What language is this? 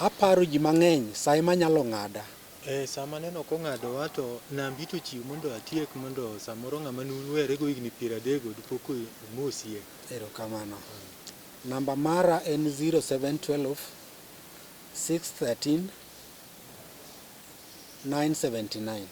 Luo (Kenya and Tanzania)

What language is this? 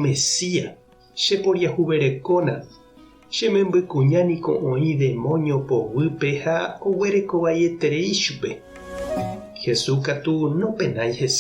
Guarani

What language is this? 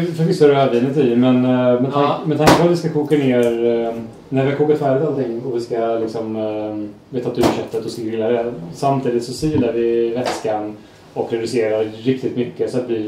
Swedish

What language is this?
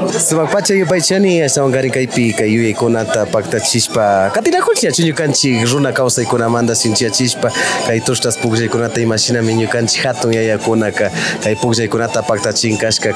Imbabura Highland Quichua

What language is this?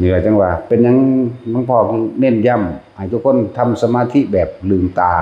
Northeastern Thai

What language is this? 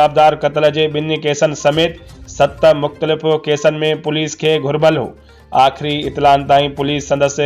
Sindhi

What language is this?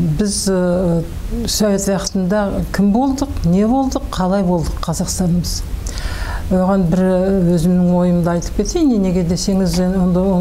Kazakh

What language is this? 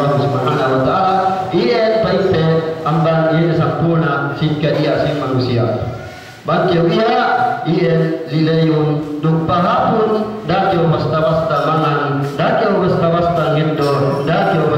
Yakan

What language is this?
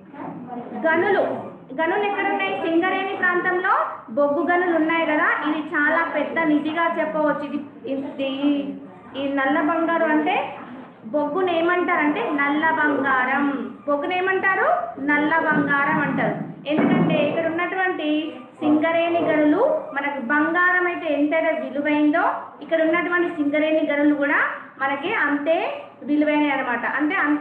Telugu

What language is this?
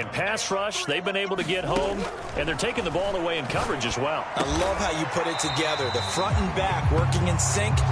English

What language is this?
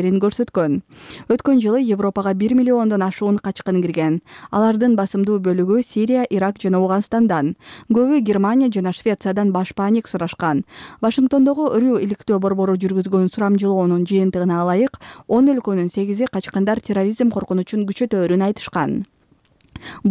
Kyrgyz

